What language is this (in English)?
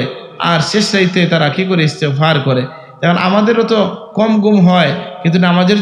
Sylheti